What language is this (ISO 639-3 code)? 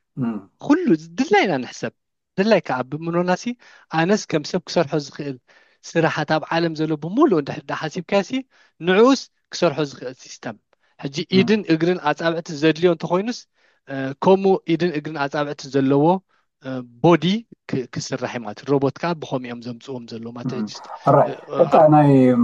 tir